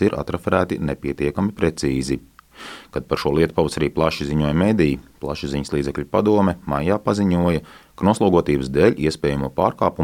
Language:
Latvian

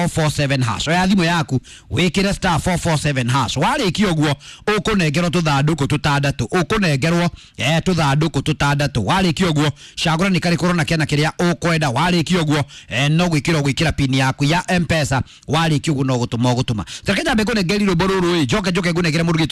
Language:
Kikuyu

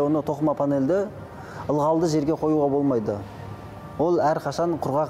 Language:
Kazakh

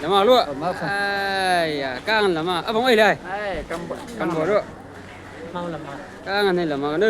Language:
Chang Naga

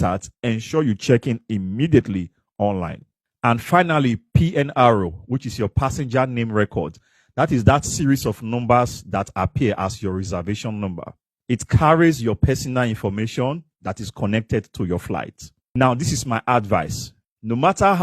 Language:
English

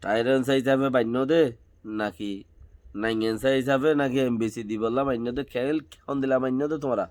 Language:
Rohingya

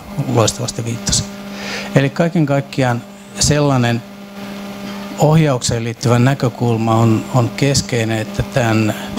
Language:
Finnish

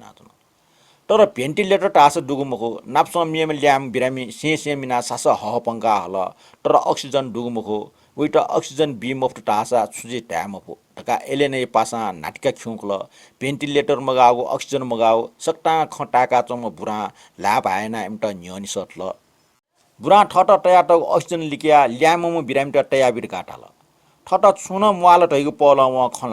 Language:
Newari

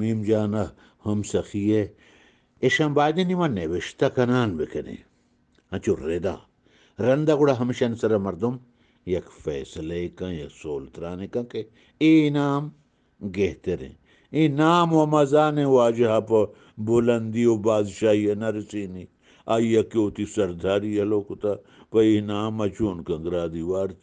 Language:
Eastern Balochi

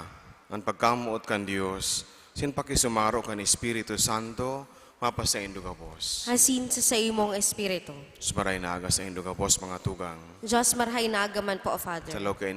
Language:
Bikol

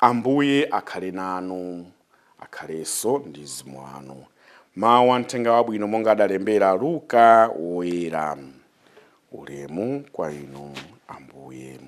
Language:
Nyanja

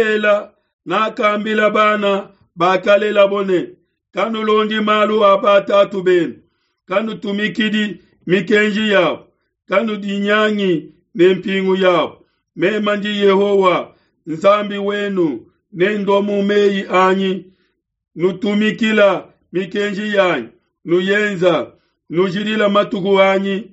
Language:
Luba-Lulua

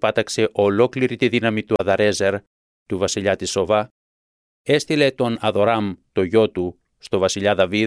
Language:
Greek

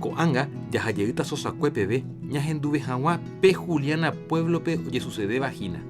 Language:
Guarani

